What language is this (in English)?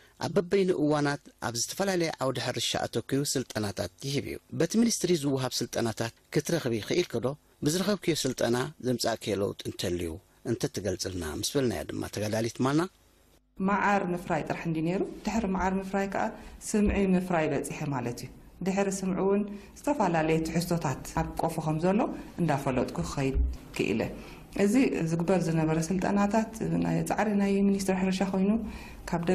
Tigrinya